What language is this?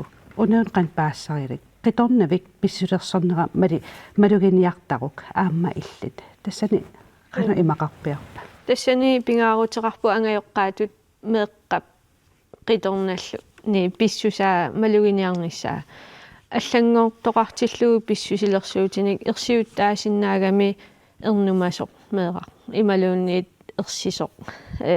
Kalaallisut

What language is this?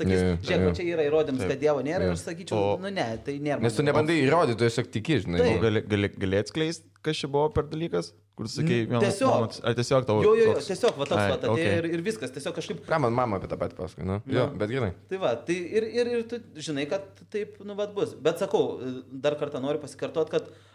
Lithuanian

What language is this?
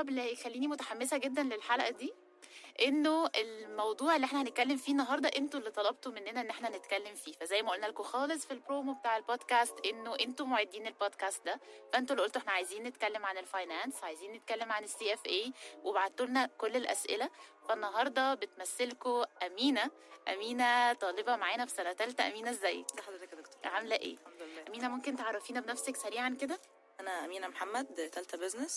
Egyptian Arabic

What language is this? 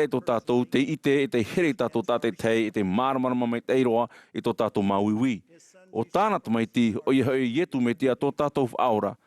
Tahitian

